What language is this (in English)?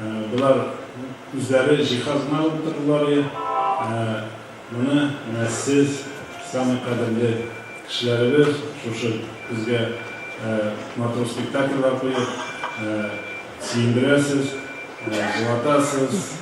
Tatar